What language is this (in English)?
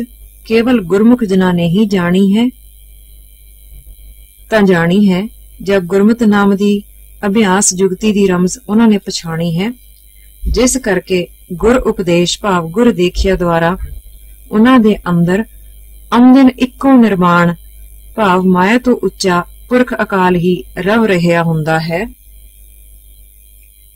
Punjabi